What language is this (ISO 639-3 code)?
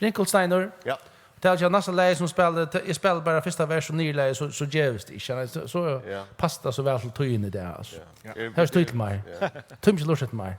fao